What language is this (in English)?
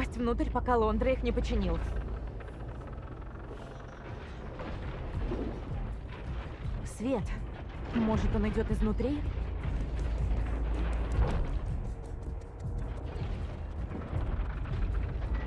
Russian